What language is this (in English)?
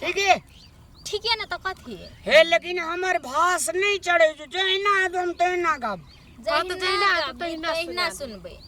Maithili